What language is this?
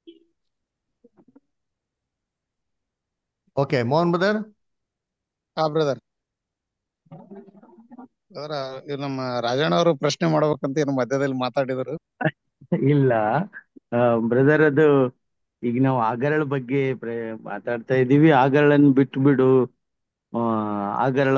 Kannada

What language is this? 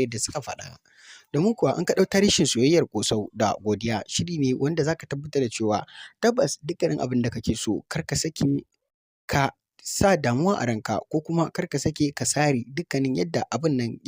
Hausa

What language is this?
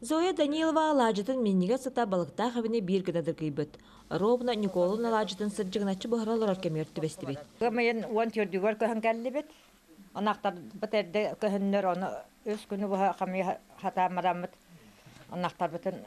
Yakut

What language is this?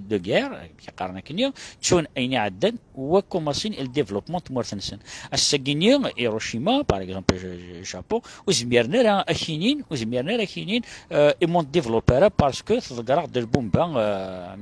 Kabyle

